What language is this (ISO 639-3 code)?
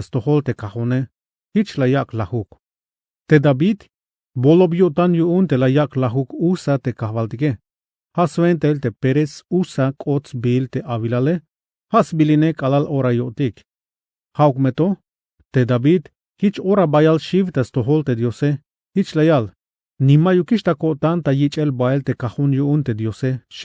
tzh